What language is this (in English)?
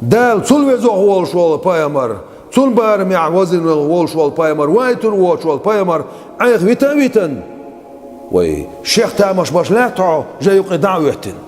Chechen